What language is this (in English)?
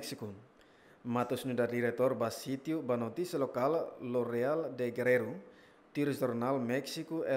Tetum